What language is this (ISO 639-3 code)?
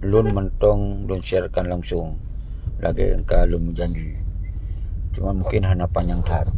ace